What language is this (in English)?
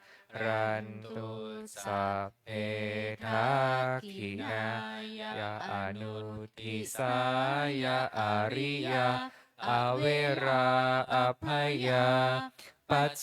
Pali